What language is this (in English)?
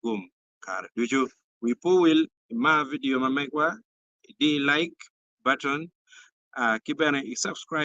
Acoli